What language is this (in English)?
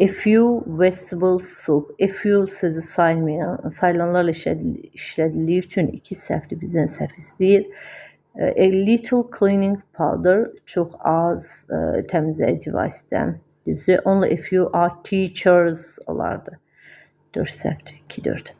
Azerbaijani